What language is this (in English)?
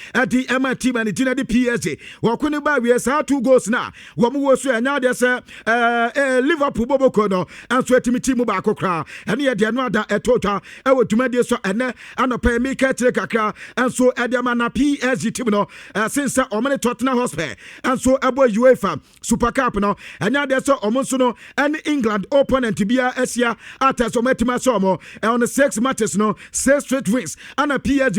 Akan